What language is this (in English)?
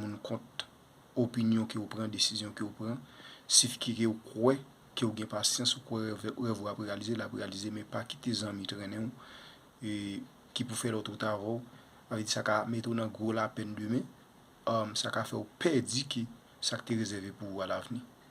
Haitian Creole